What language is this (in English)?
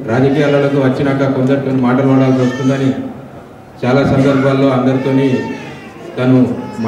Telugu